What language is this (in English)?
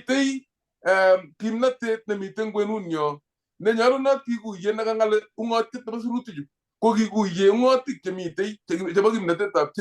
Kalenjin